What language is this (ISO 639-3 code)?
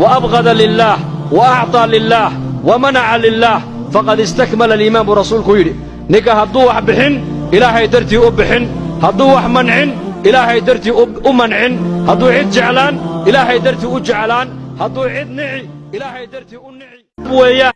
som